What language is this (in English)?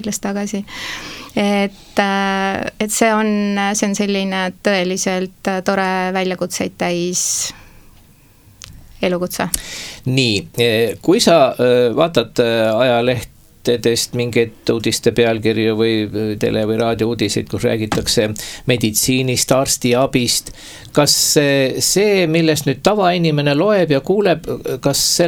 Estonian